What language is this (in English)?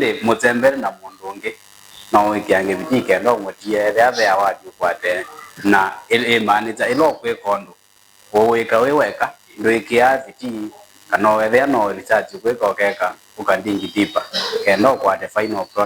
Kamba